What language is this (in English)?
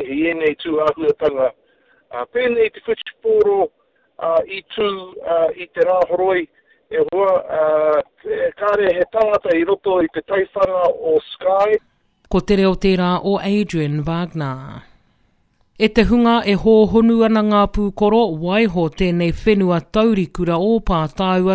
Māori